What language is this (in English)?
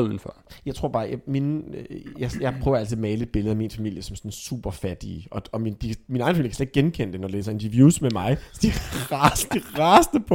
Danish